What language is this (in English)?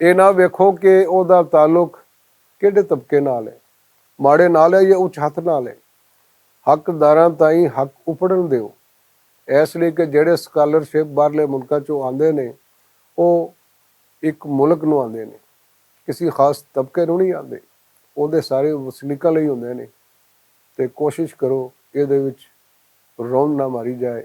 Western Panjabi